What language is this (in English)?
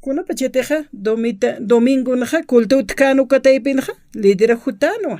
Aymara